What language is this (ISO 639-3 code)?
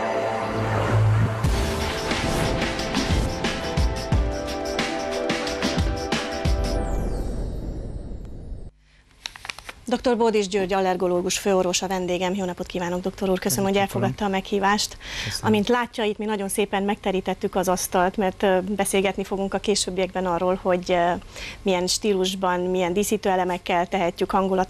hun